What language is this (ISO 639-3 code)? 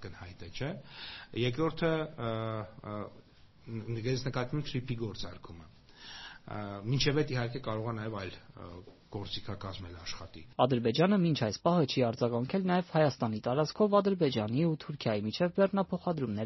hye